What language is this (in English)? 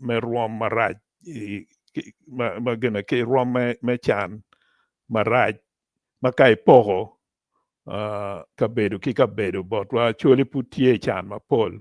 Acoli